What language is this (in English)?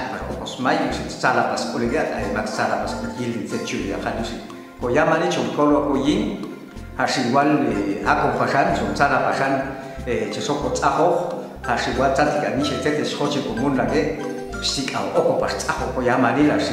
Popti'